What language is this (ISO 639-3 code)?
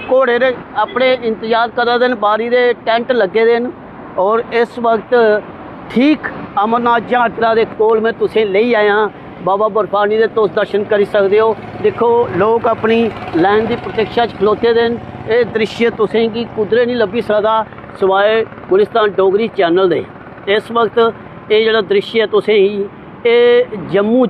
doi